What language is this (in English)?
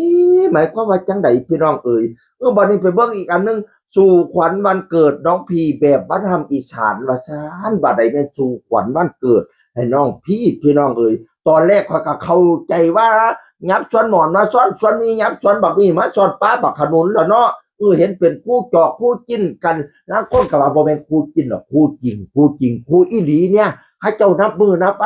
Northeastern Thai